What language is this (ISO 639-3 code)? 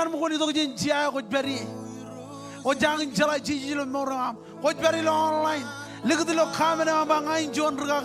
mah